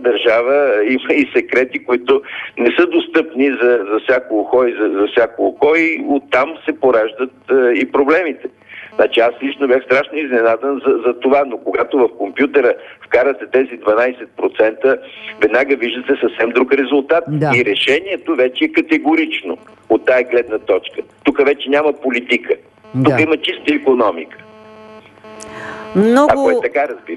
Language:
Bulgarian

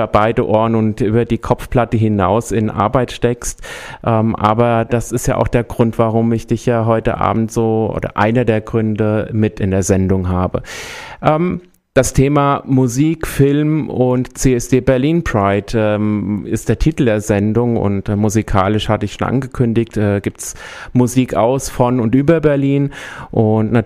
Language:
German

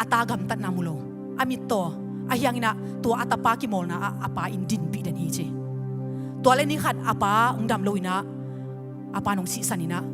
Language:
Tedim Chin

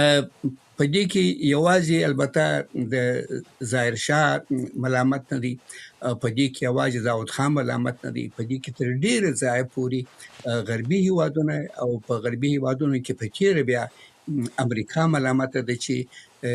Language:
Pashto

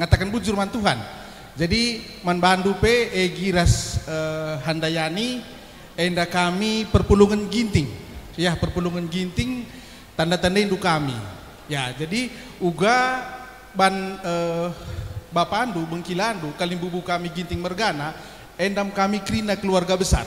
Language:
Batak Karo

